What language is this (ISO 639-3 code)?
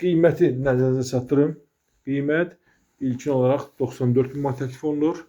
aze